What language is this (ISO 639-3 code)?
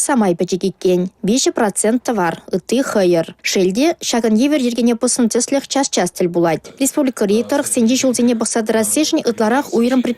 chv